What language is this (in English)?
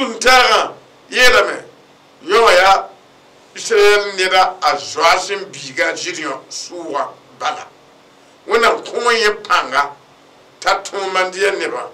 Mossi